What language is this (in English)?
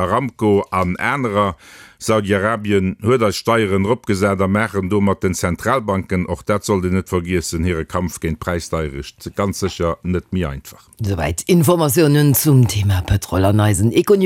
Luxembourgish